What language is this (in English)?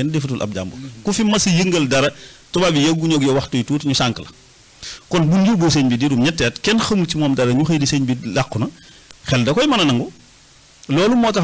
Wolof